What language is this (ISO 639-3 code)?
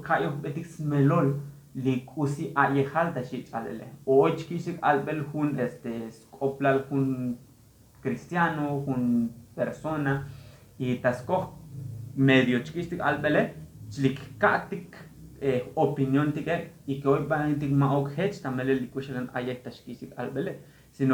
tzo